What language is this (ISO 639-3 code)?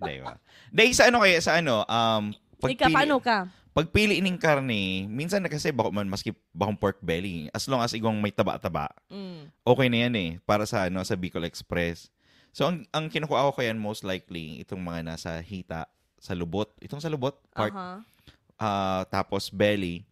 bik